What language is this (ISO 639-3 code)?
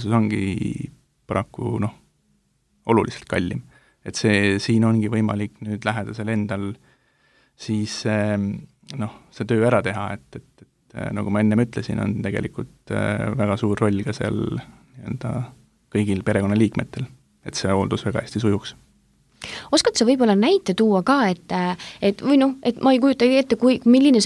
est